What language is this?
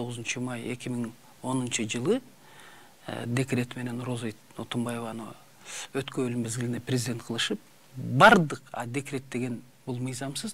Kyrgyz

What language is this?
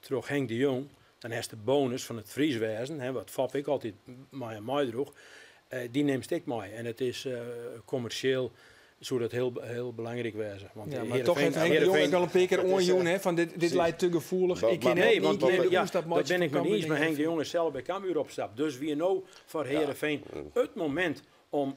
Western Frisian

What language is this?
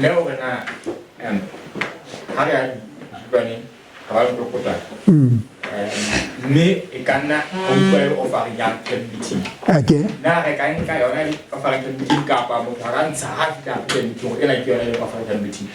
Southern Sotho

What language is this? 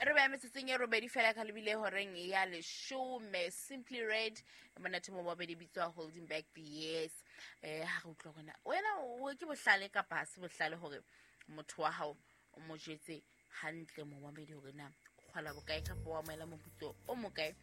Southern Sotho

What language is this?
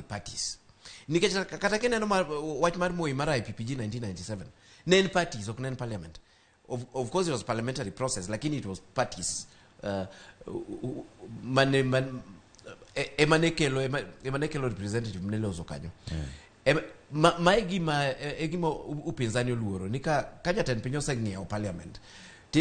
Luo (Kenya and Tanzania)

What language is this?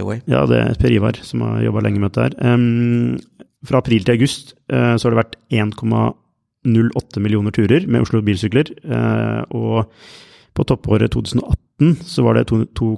Norwegian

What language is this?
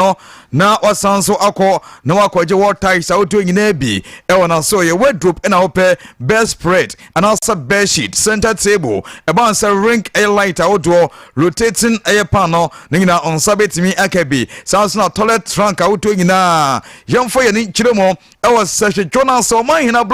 Akan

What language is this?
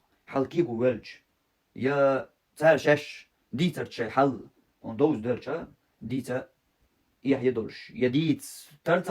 Chechen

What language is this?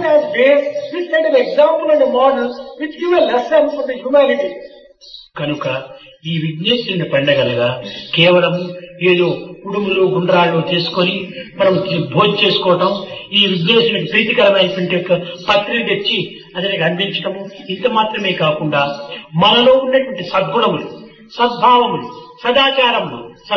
Telugu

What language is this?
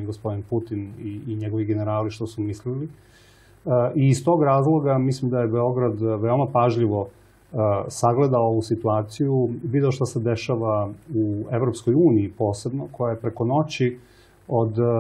Serbian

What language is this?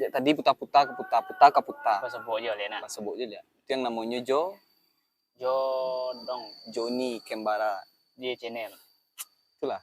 Minangkabau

